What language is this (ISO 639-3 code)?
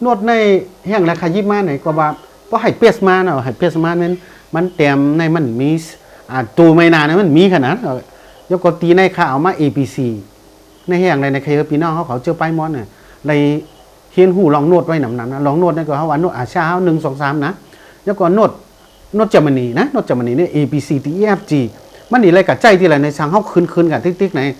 shn